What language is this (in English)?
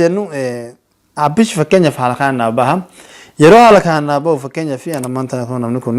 Oromo